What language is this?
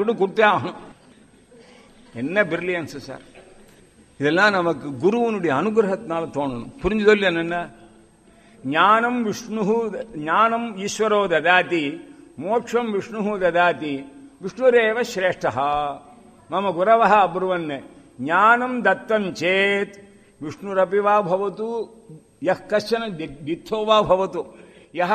Tamil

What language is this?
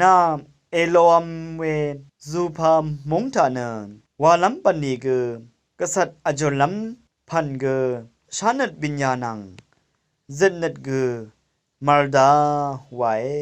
Rawang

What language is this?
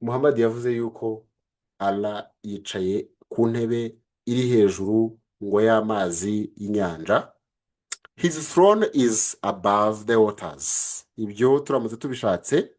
Kinyarwanda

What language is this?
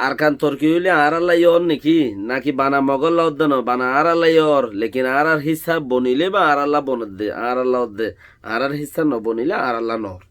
Rohingya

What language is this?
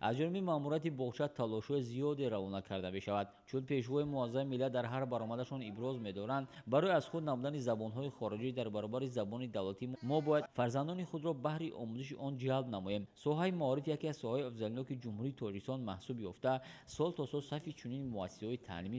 Tajik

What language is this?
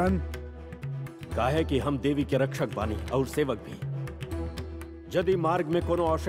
Bhojpuri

